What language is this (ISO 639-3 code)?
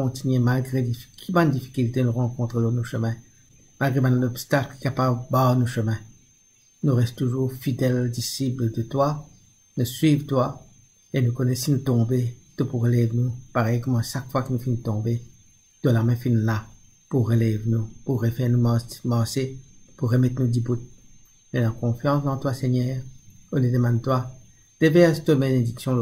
mfe